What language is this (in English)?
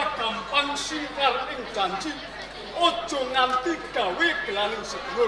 Javanese